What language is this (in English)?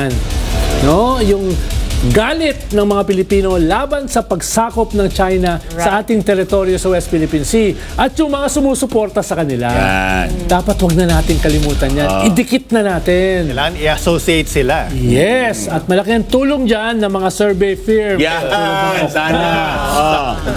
Filipino